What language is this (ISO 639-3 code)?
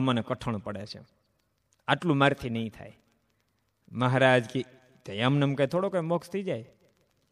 guj